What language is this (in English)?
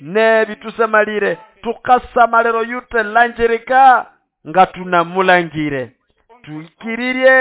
Nande